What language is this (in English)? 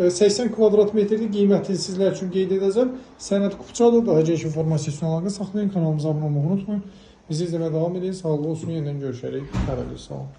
Azerbaijani